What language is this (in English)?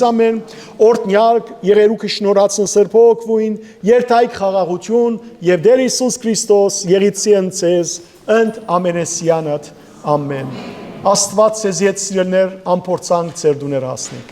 Western Armenian